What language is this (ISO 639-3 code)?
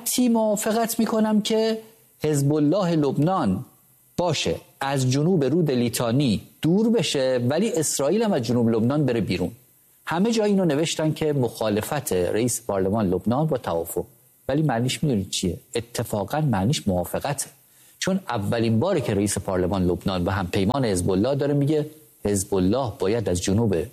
fas